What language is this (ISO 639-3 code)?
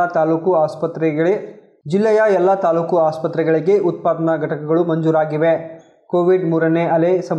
kan